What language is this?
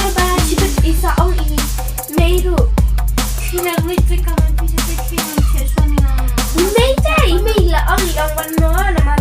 Khasi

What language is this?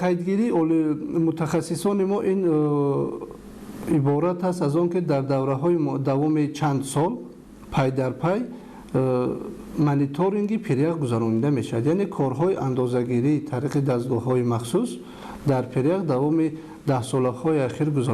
Tajik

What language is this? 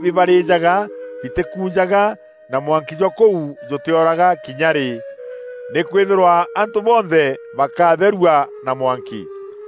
Meru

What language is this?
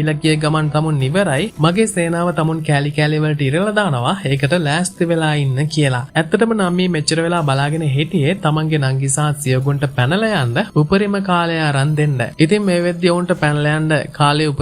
Sinhala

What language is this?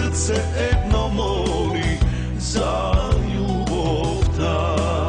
Macedonian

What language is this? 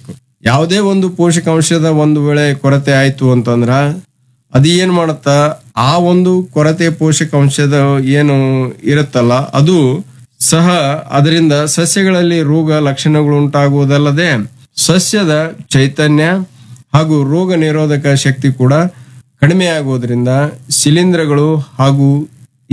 Kannada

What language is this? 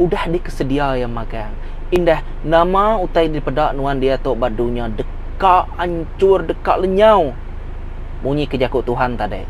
Iban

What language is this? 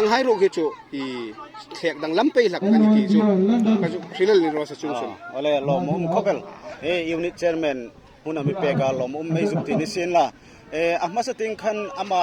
Hmar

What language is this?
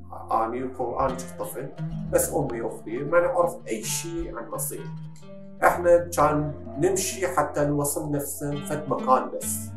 Mesopotamian Arabic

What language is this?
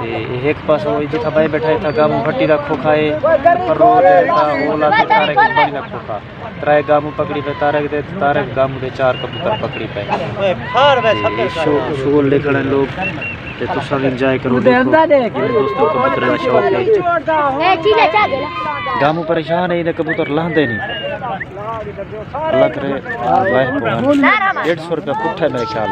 Saraiki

